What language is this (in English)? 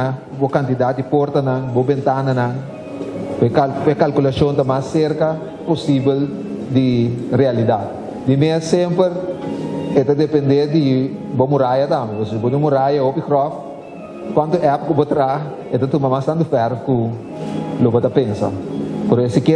Papiamento